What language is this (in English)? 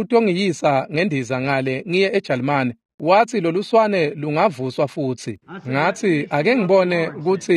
Swati